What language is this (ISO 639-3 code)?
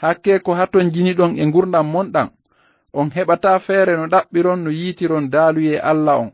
ful